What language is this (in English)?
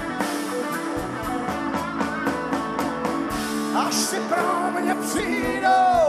Czech